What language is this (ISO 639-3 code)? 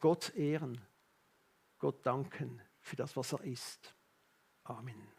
gsw